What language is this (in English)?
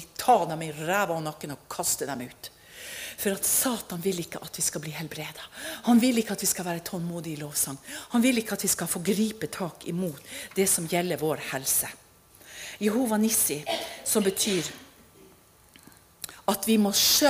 Norwegian